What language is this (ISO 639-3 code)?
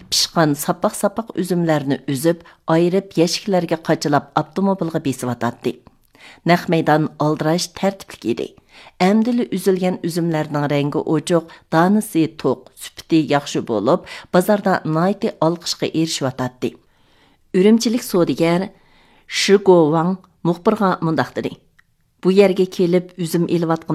uig